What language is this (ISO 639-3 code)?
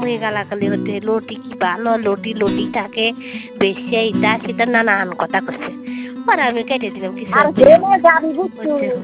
ben